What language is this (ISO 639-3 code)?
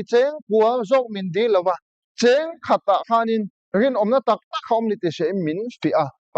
lus